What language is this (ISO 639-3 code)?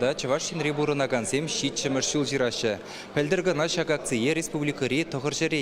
chv